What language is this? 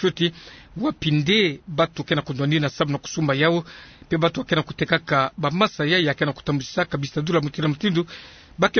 Kituba (Democratic Republic of Congo)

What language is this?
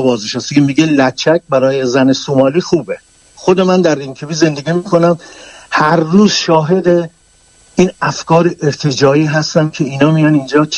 Persian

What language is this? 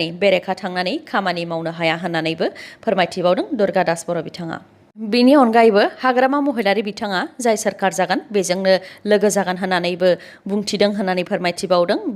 Bodo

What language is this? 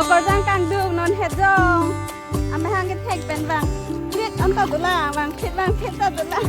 Karbi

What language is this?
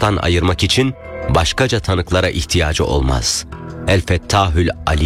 Turkish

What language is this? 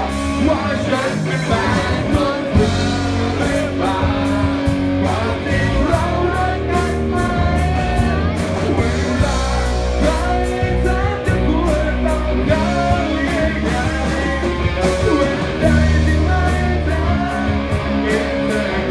Thai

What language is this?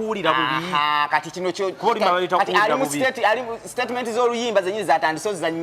Ganda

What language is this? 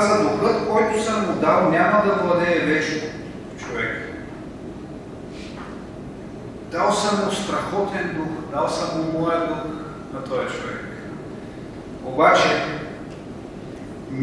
Bulgarian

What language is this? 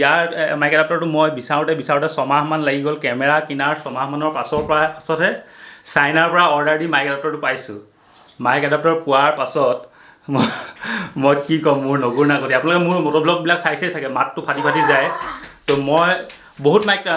Assamese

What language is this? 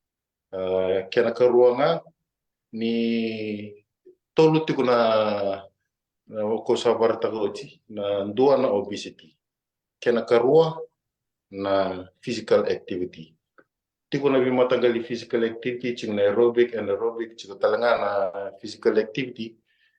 Fijian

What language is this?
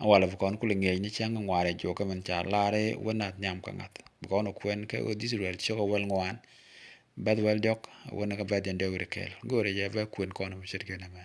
Nuer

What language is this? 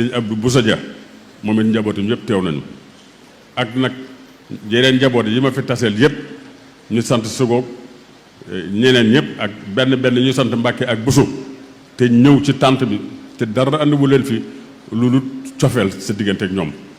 Wolof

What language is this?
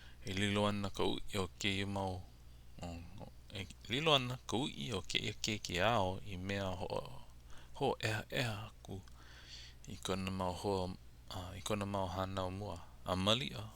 Hawaiian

